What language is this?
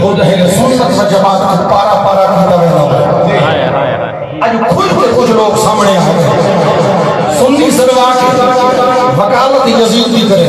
Saraiki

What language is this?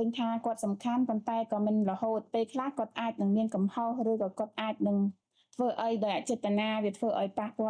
Khmer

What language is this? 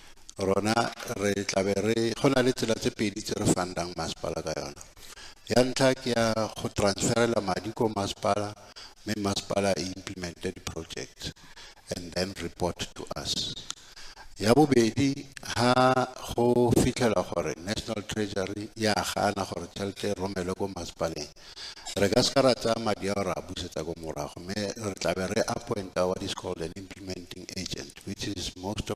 Tswana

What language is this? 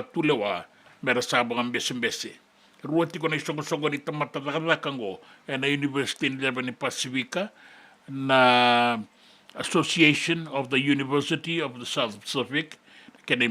Fijian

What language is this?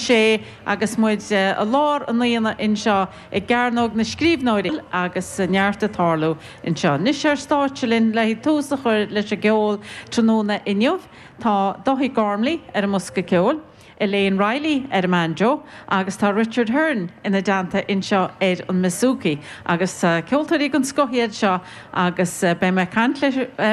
Irish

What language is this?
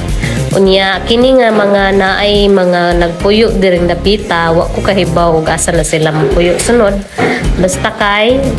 Cebuano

